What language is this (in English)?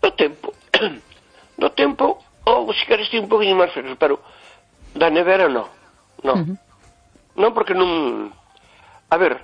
Galician